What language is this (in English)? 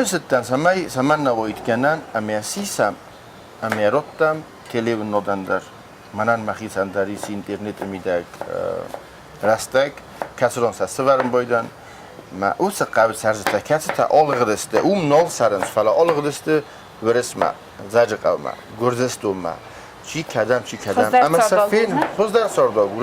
Ossetic